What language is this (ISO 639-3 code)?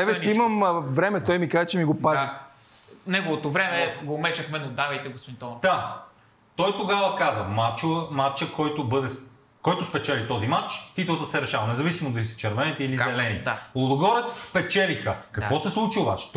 bul